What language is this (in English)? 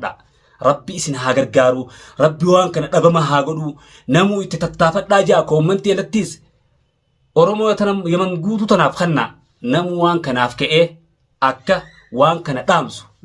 Oromo